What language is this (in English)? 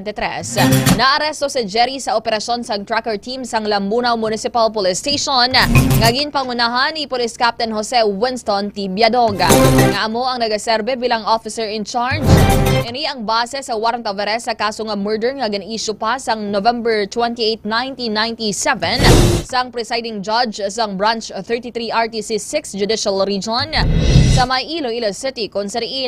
Hiligaynon